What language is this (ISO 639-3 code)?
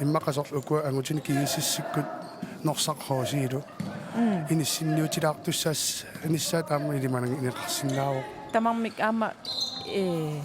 kal